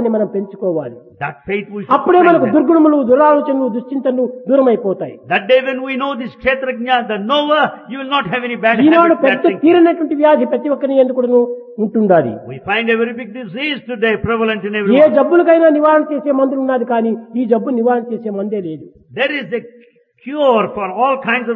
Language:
Telugu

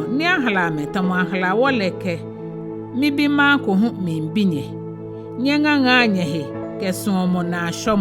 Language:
Ga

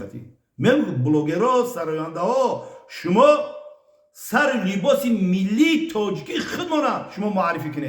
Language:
Tajik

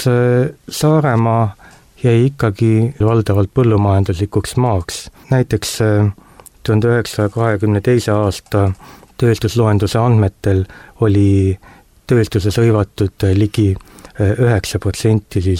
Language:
Estonian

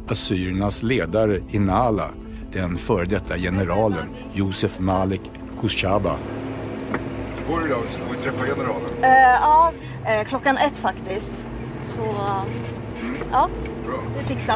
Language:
Swedish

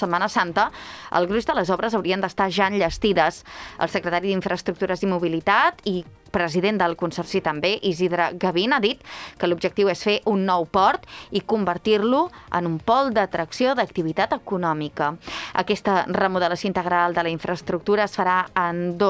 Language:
Catalan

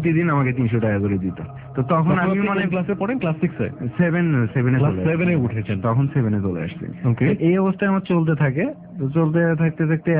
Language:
Bangla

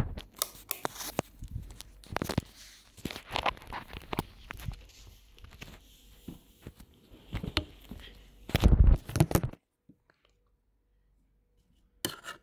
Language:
Malay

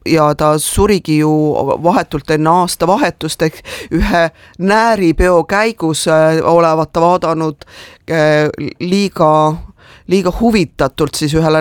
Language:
Estonian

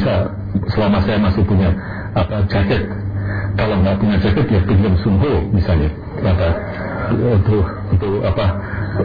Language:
Indonesian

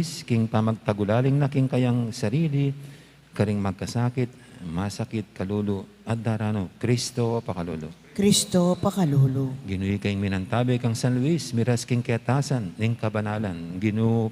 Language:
Pampanga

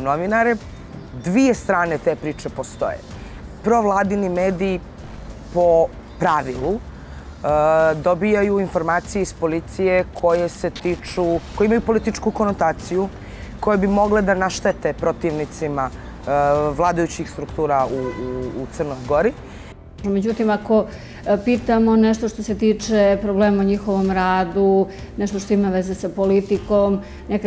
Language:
Serbian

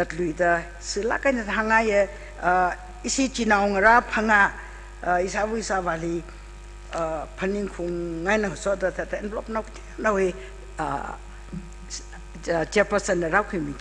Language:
Tangkhul Naga (India)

